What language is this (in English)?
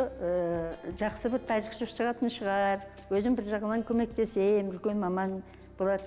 Kazakh